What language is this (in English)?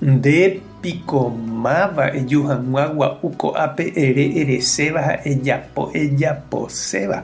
Guarani